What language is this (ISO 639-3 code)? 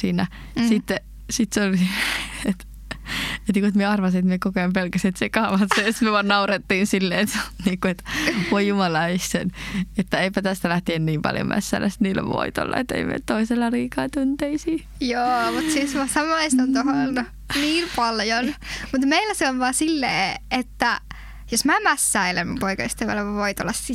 fin